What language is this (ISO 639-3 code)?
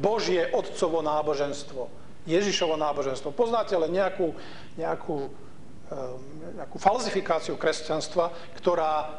slk